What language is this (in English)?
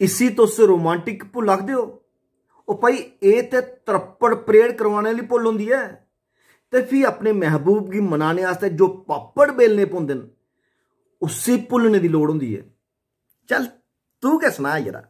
Dogri